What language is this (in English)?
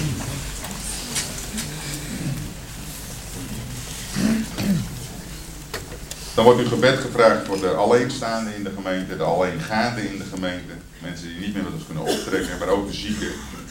Dutch